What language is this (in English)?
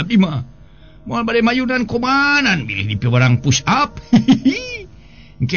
Sundanese